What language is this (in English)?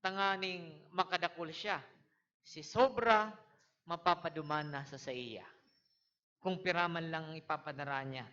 Bikol